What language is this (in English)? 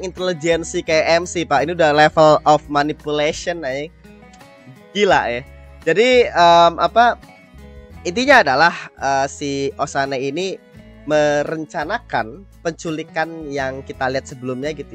Indonesian